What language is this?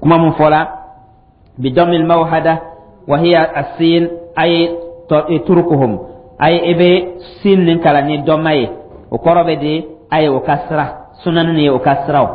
Dyula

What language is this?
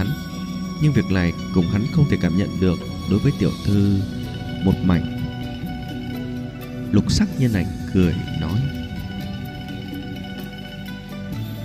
Vietnamese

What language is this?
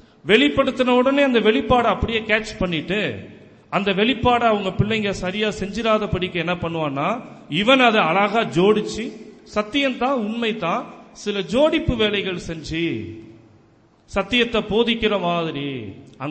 Tamil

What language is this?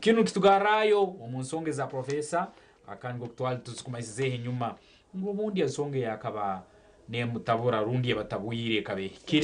Nyankole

